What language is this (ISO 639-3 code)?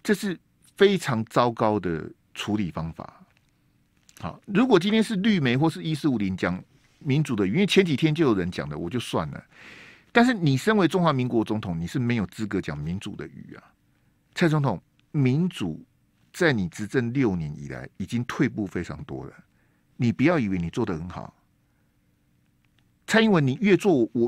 zho